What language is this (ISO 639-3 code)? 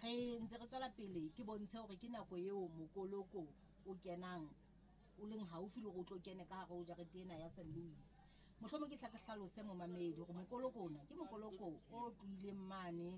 sot